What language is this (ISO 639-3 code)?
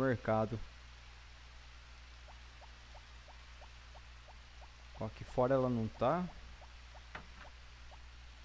por